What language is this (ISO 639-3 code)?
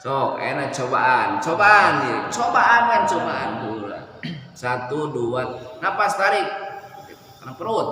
sun